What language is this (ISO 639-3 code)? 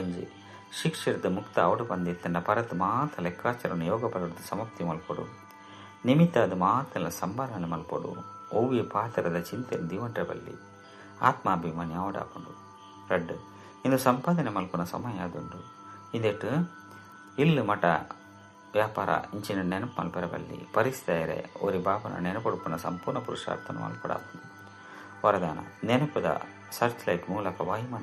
tcy